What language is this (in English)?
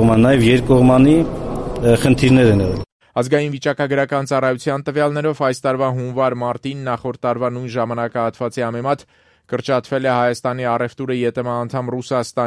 Armenian